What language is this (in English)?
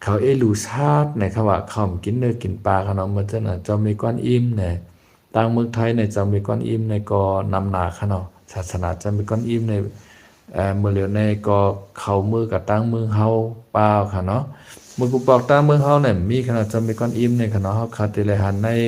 Shan